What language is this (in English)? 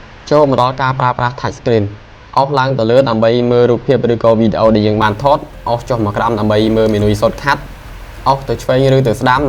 Khmer